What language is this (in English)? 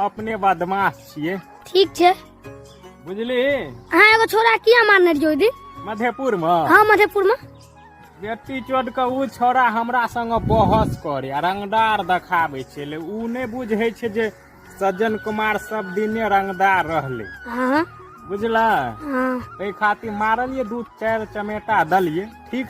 Maithili